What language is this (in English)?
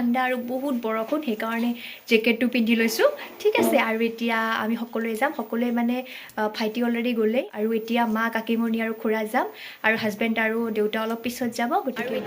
Assamese